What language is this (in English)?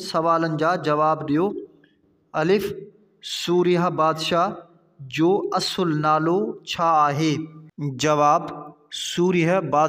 Sindhi